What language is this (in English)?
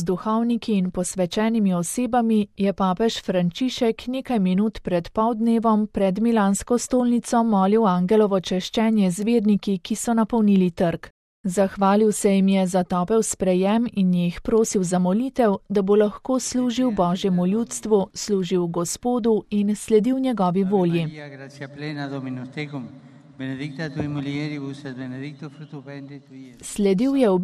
Slovenian